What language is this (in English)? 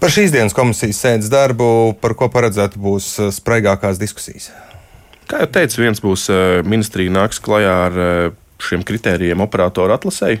Latvian